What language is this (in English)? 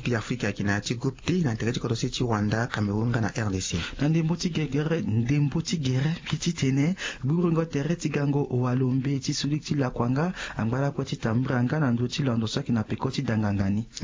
Sango